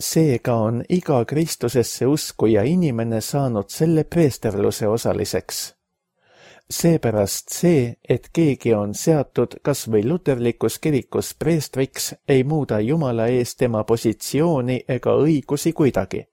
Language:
Estonian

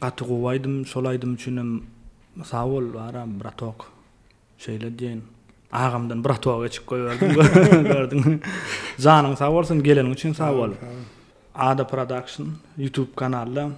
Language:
Turkmen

